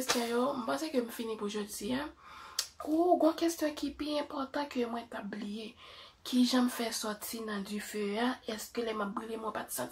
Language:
Haitian Creole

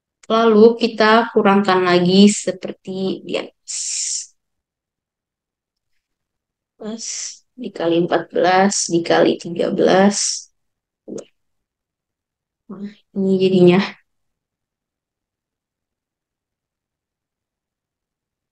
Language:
Indonesian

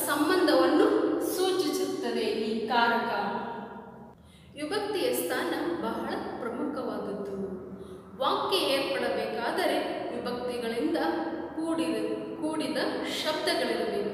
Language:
Kannada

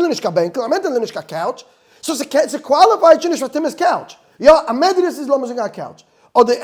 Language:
Yiddish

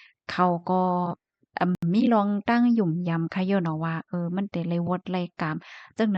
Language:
Shan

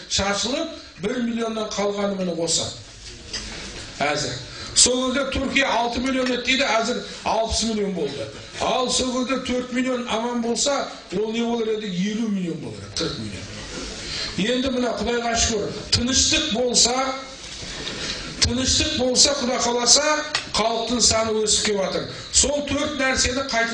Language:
Kazakh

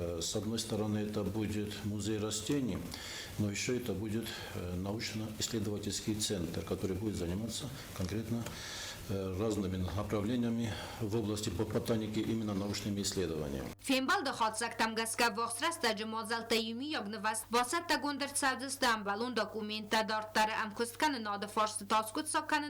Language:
Ossetic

